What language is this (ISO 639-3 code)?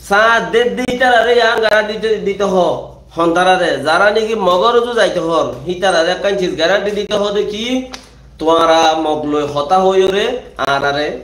rhg